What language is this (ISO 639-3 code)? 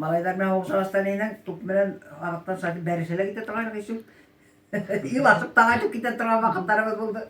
bak